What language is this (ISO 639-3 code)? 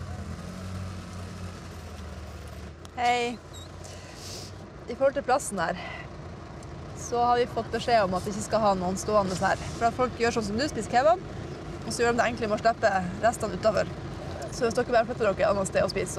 nor